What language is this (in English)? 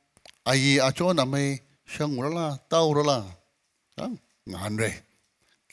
Tangkhul Naga (India)